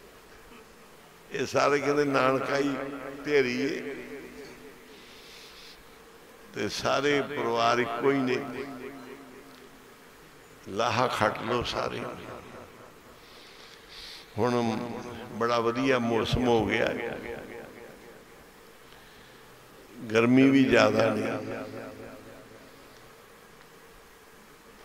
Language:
Punjabi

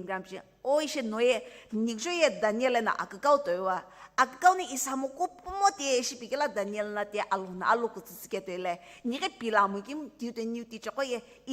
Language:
Sumi Naga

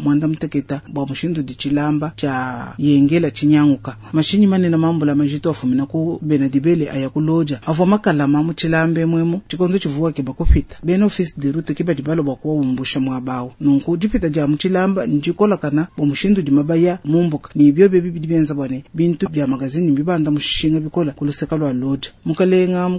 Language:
Luba-Lulua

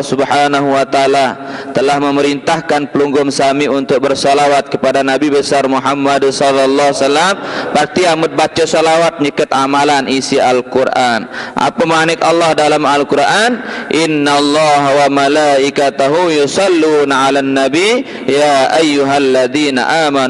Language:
Sasak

